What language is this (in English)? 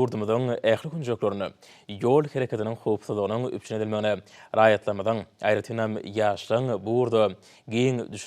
Turkmen